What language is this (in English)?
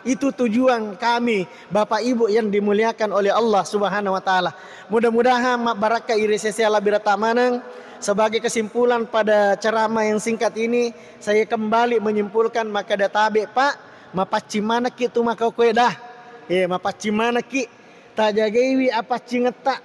Buginese